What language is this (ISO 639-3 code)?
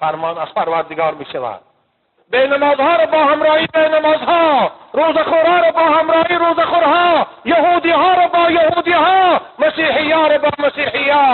tgk